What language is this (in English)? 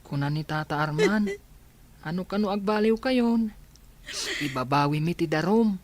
Iloko